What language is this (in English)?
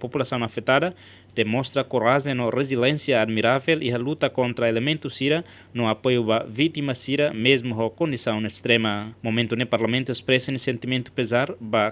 Tetum